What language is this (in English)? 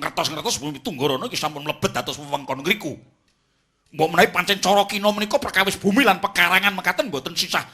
Javanese